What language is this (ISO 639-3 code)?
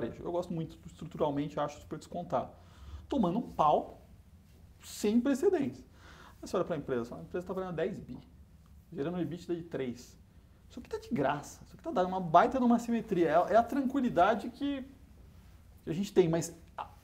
por